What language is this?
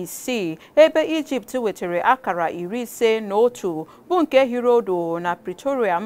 Igbo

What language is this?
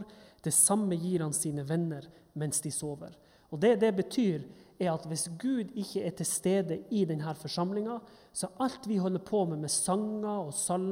Norwegian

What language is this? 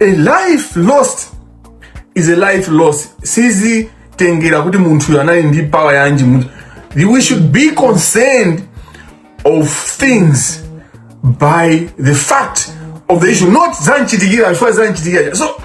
Nyanja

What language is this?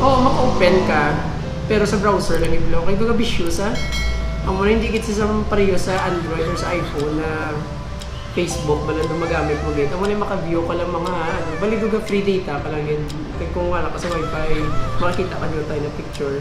Hiligaynon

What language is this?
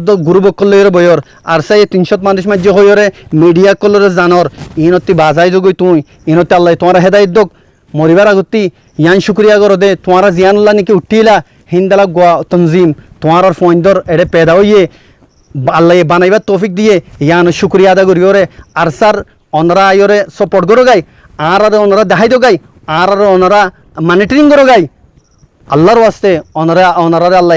Rohingya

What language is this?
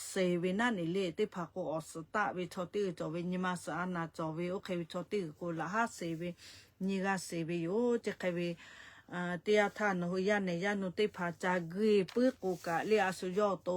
Lahu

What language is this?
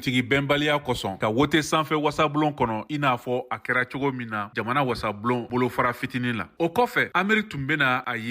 Bambara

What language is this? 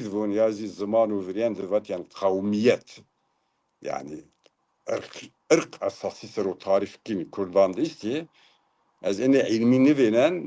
Zaza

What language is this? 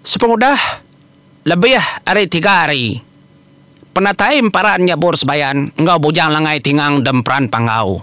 Iban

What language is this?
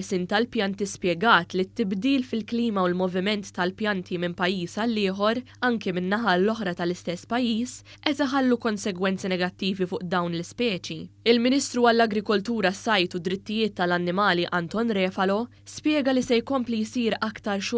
Maltese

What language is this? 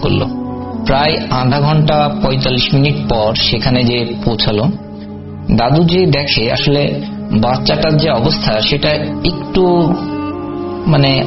Bangla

